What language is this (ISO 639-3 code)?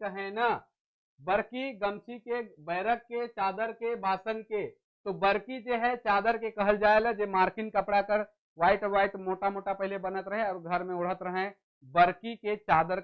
sck